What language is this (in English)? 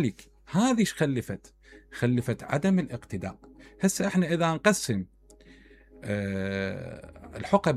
Mesopotamian Arabic